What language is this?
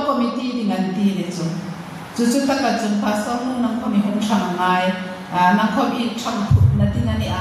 Hmar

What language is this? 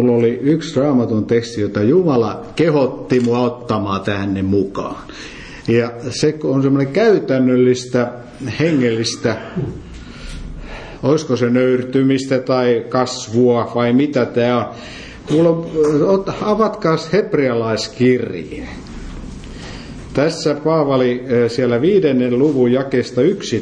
Finnish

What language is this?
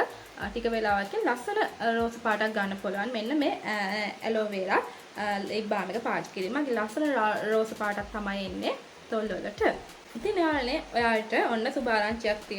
Sinhala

